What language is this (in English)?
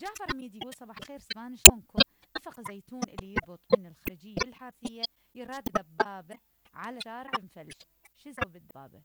Mesopotamian Arabic